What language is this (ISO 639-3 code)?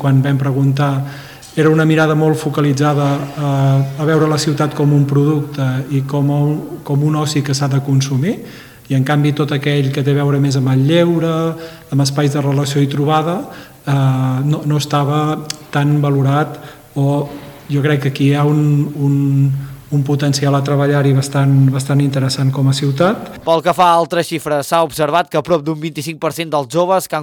cat